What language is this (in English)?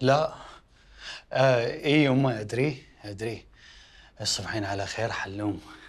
Mesopotamian Arabic